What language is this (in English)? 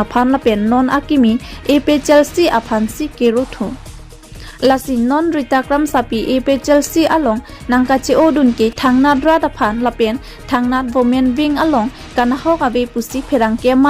Karbi